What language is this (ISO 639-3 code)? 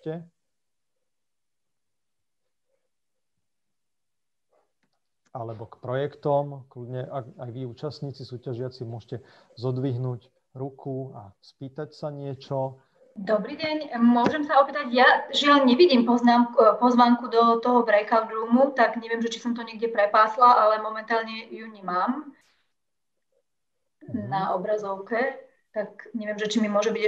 slk